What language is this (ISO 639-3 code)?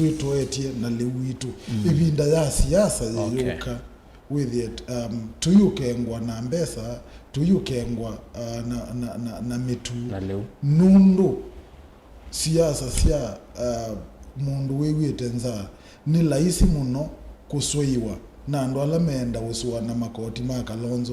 kam